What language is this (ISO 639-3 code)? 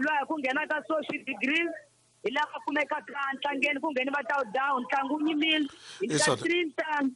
tso